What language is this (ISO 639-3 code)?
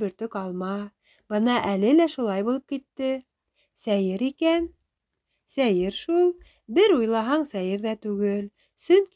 bak